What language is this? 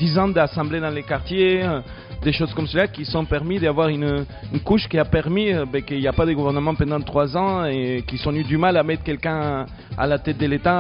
French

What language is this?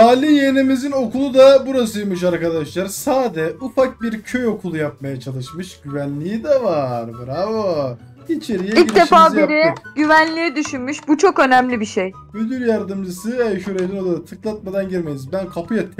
Turkish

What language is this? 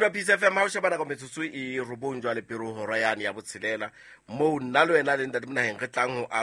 Southern Sotho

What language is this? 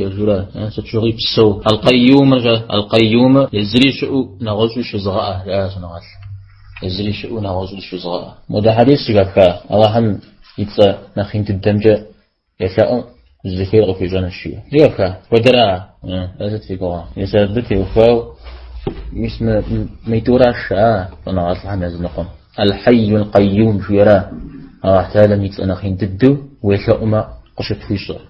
Kabardian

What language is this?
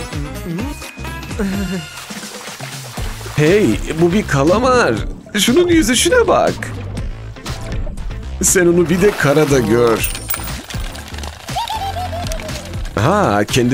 Turkish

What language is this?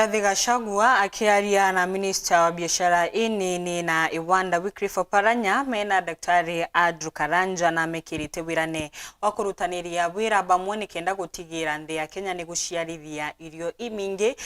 Meru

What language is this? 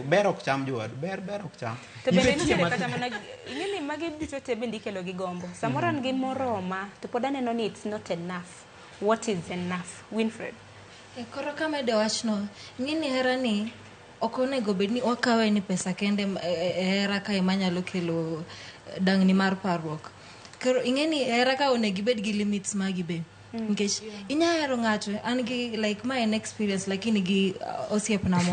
Luo (Kenya and Tanzania)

